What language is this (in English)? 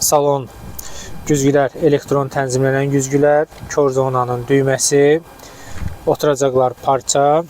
Azerbaijani